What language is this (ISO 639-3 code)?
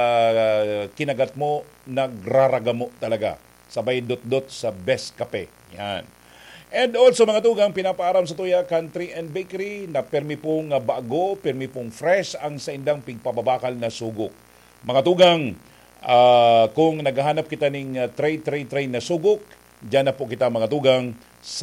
bik